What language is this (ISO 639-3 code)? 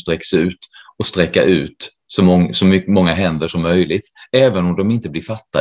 swe